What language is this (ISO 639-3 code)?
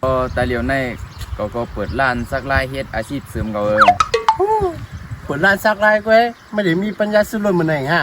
shn